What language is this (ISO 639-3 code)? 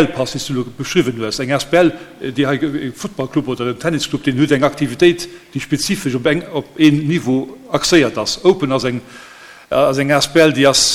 ltz